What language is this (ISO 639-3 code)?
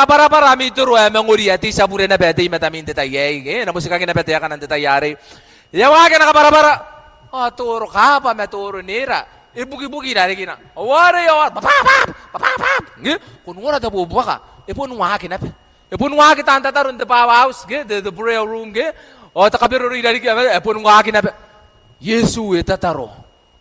gil